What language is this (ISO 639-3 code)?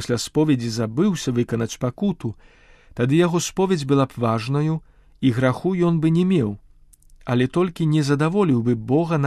bel